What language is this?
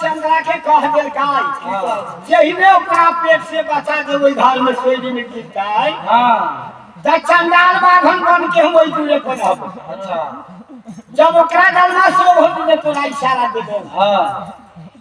Maithili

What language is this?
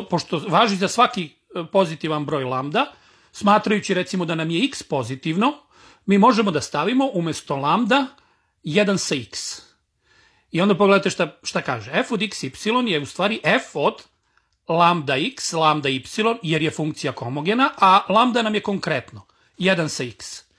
Serbian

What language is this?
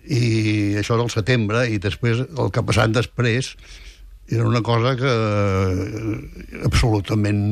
Catalan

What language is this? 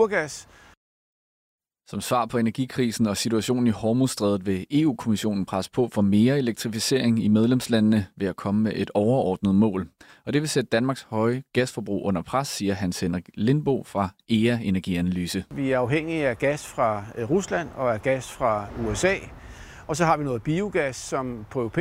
Danish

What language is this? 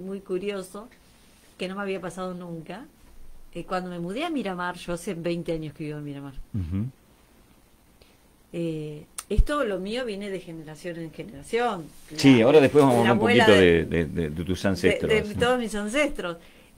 Spanish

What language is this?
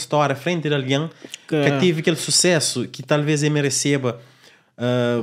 Kabuverdianu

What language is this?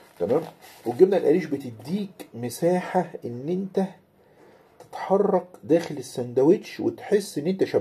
Egyptian Arabic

